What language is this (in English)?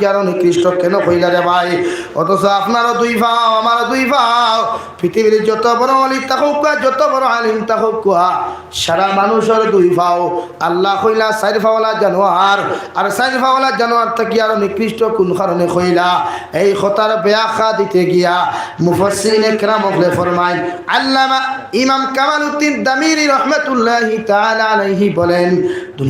Sylheti